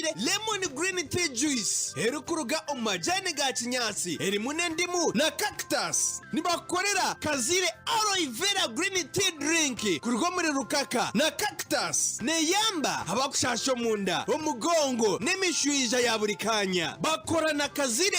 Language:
Nyankole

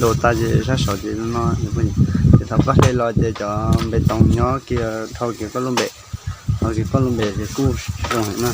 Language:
Hmong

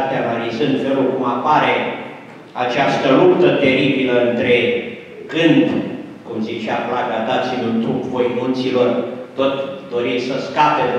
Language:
Romanian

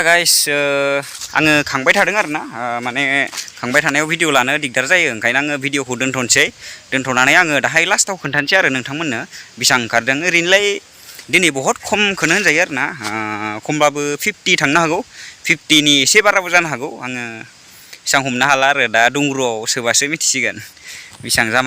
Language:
Bodo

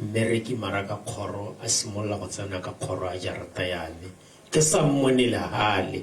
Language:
Tswana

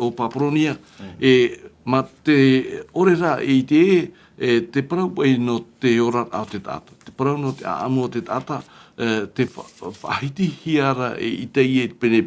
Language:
Tahitian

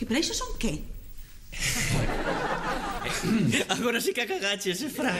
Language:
Galician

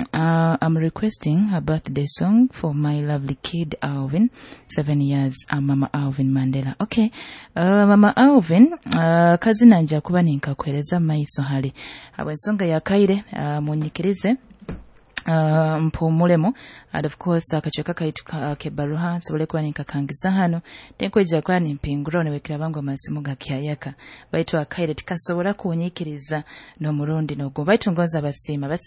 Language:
Nyoro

